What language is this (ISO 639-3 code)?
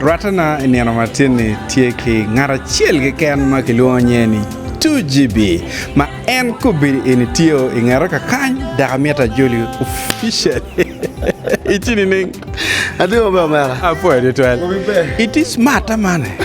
ach